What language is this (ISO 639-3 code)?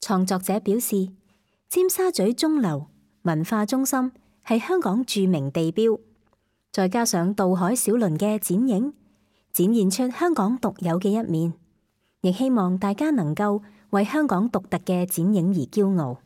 yue